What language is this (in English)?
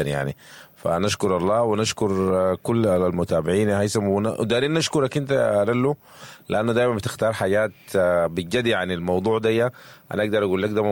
Sudanese Arabic